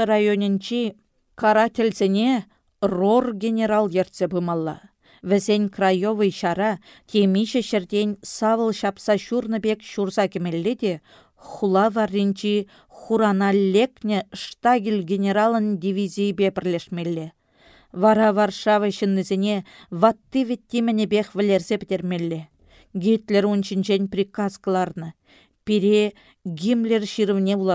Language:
Chuvash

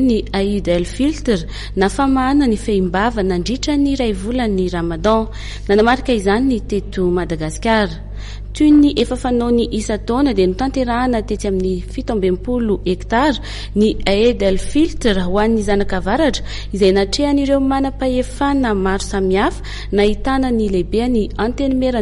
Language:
Malagasy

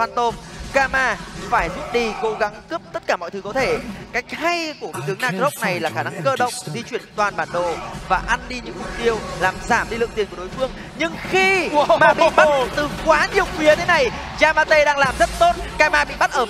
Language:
Vietnamese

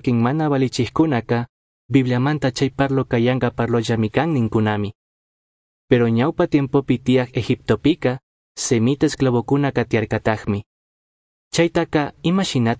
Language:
Chimborazo Highland Quichua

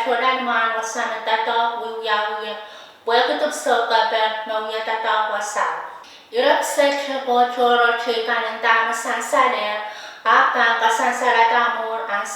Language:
Pohnpeian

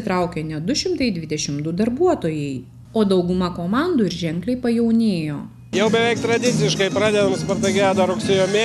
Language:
Lithuanian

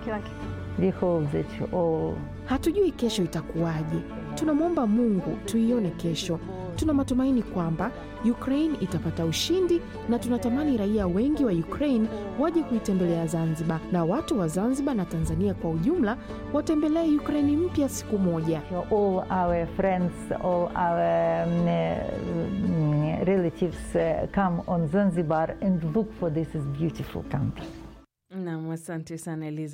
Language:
Swahili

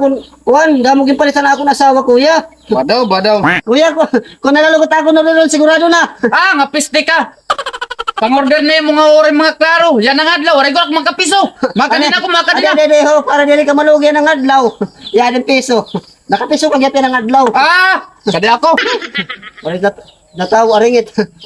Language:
Waray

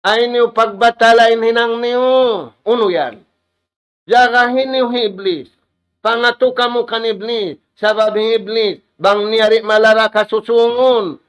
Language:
Tausug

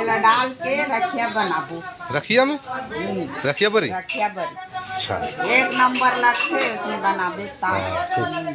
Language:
Chhattisgarhi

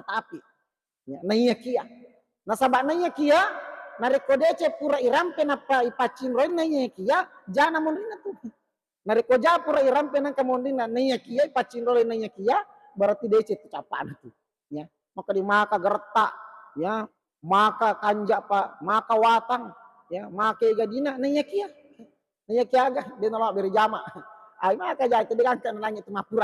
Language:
Buginese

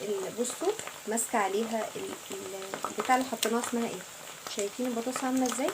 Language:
Egyptian Arabic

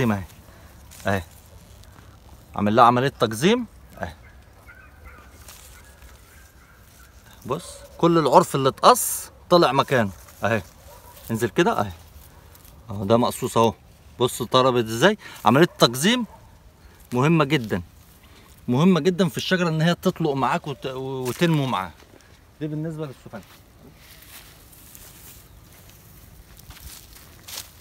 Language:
Egyptian Arabic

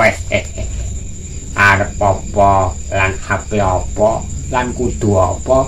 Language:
Javanese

